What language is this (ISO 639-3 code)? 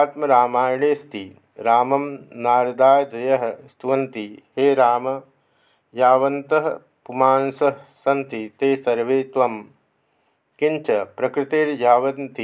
san